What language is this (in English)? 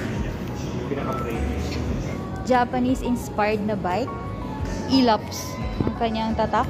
Filipino